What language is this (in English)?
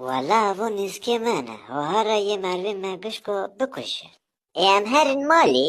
Kurdish